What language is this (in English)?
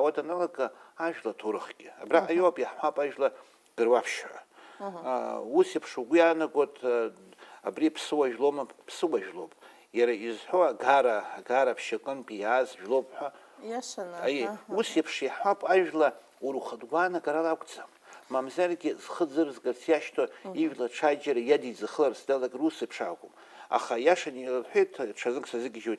Abkhazian